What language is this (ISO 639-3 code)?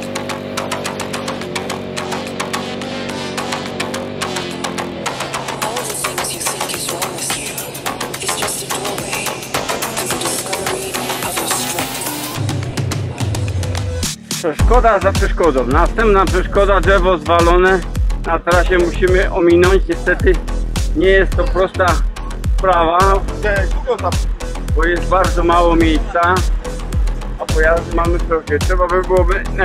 pol